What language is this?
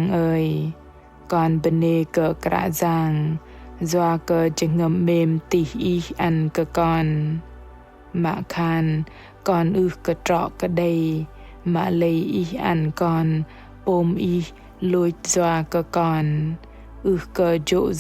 Bahnar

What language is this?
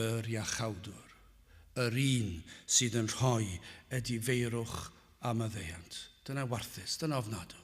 Welsh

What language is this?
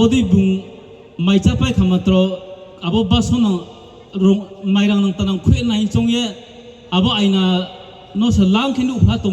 Riang (India)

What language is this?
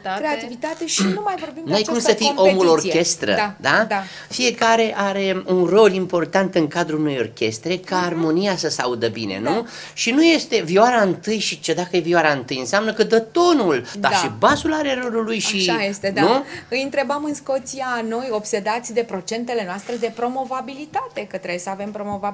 Romanian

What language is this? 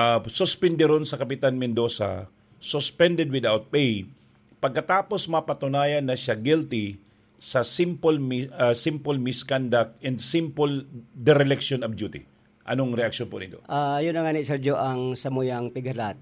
Bikol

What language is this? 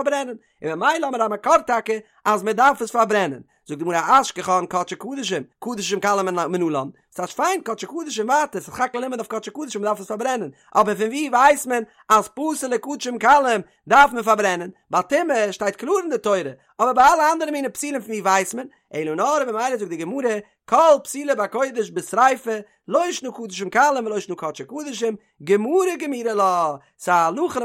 Yiddish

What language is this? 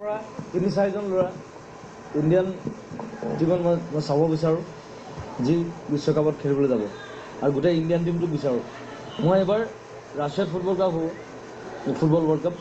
Assamese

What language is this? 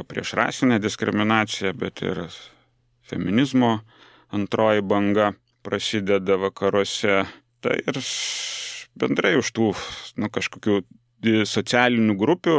Lithuanian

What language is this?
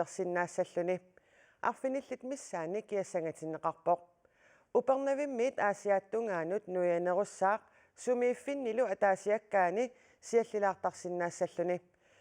Kalaallisut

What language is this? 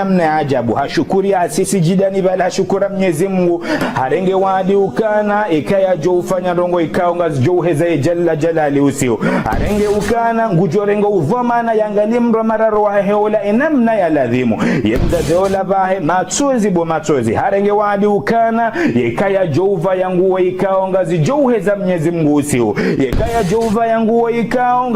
Ngazidja Comorian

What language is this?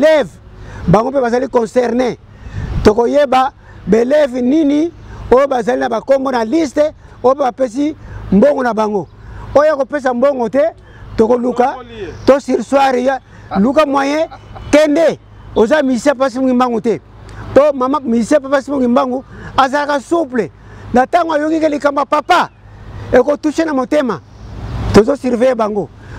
Lingala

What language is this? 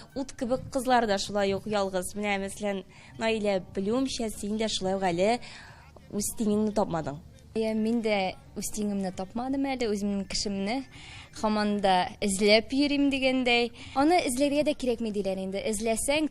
Tatar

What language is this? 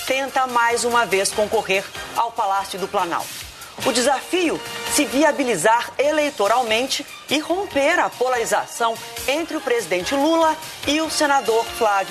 Portuguese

